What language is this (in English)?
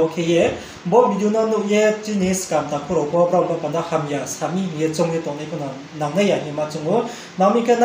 Riang (India)